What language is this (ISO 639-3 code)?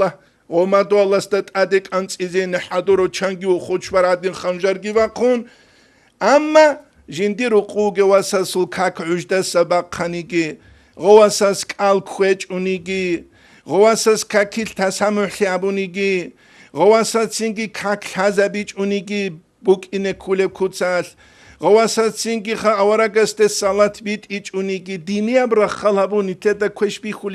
ava